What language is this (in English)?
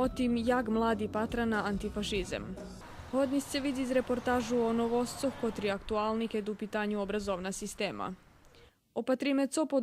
Rusyn